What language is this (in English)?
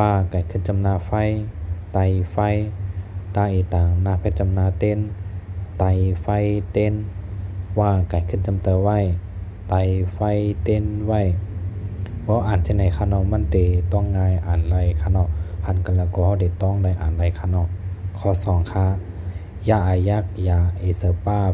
Shan